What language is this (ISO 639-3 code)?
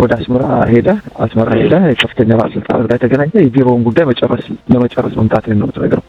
amh